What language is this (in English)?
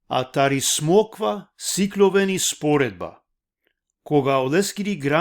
Balkan Romani